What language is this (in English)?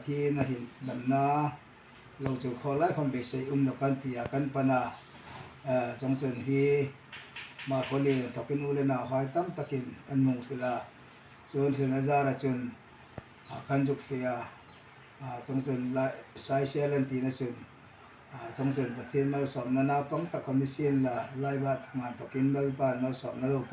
Hmar